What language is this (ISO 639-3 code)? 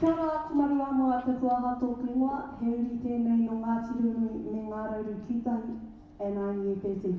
mri